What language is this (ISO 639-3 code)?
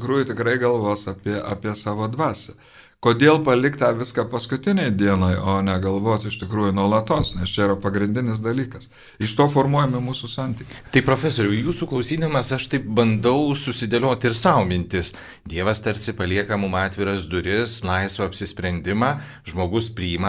lit